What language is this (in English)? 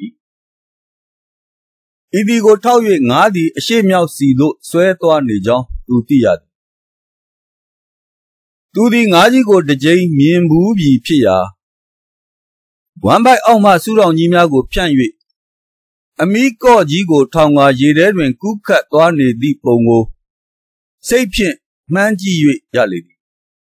Burmese